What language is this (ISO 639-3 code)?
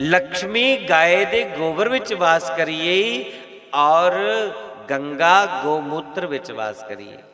doi